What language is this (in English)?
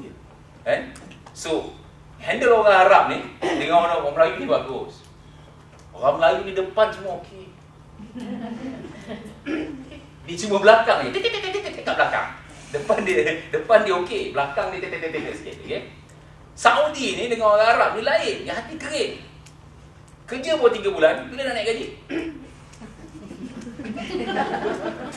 Malay